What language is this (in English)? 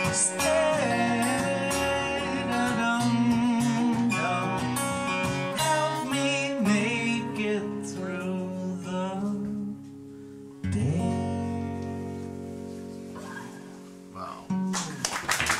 Dutch